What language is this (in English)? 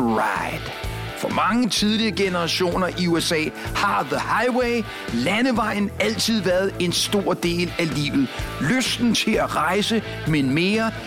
Danish